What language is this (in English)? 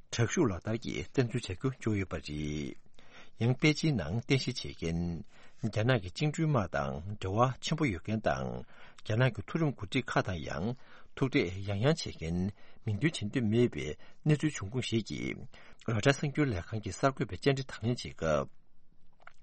Tibetan